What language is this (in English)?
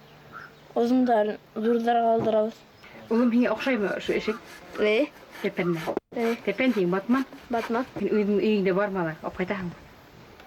Bashkir